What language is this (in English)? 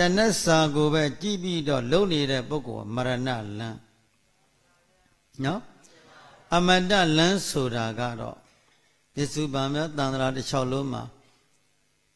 Burmese